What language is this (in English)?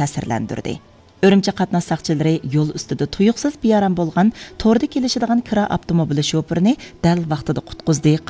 Uyghur